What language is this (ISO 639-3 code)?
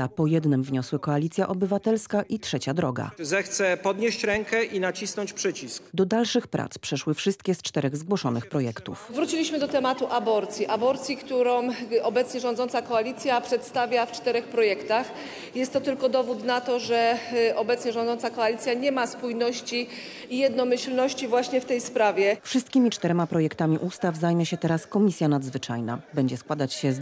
pol